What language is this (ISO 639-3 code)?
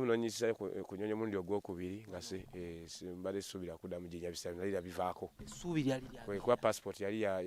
lug